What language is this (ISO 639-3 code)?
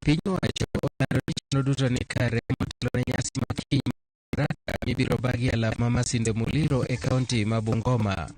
luo